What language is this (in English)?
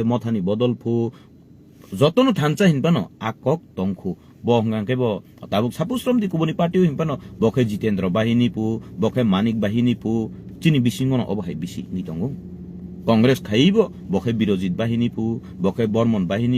Kok Borok